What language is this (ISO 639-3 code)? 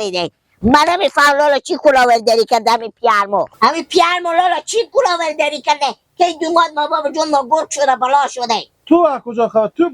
fas